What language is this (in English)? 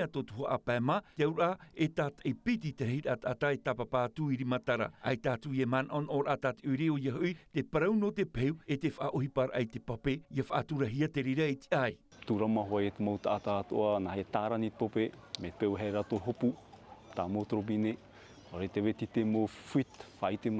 Tahitian